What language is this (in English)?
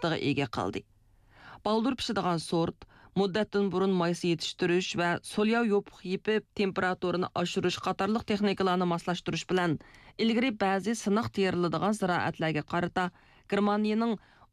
Uyghur